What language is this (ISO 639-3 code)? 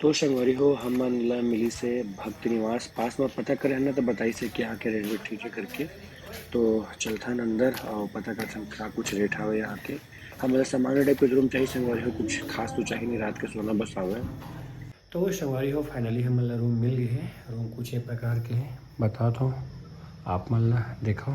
hne